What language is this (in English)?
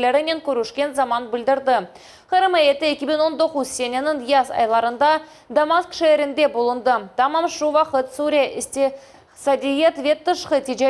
Crimean Tatar